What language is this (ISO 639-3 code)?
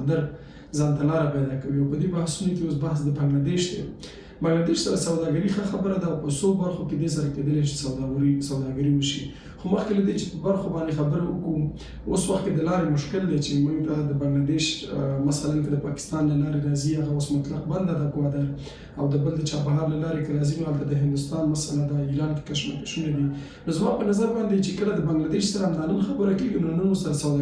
pus